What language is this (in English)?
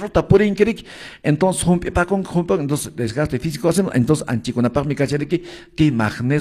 Quechua